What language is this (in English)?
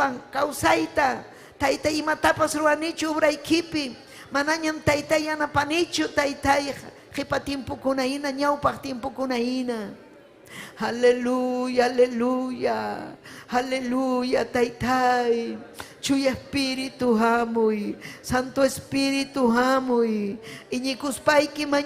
Ayacucho Quechua